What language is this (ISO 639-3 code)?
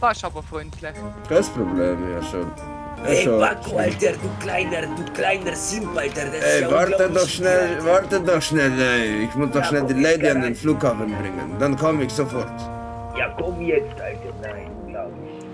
gsw